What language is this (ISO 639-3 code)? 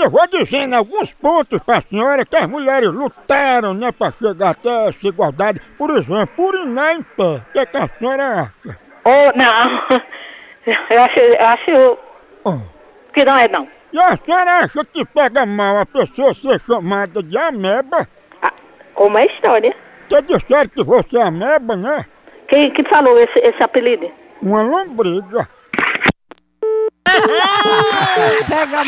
por